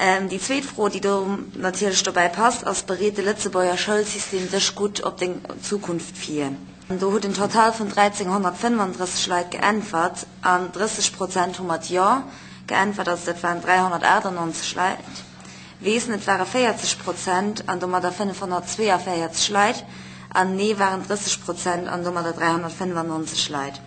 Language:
Luxembourgish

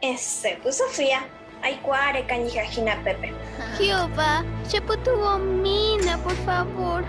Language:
Guarani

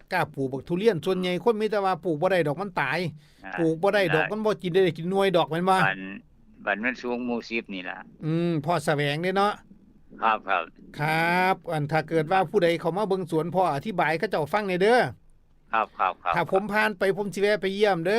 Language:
Northeastern Thai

